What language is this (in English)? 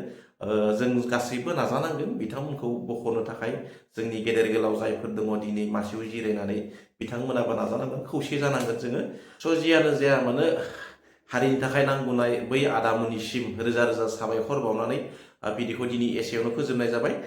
Bodo